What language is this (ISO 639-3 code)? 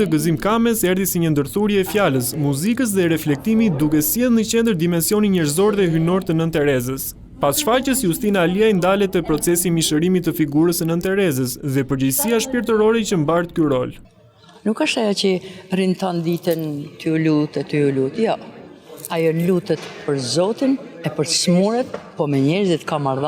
sqi